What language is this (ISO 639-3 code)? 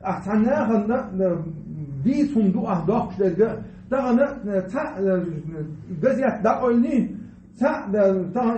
che